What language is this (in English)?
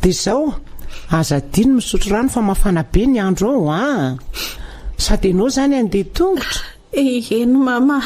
Malagasy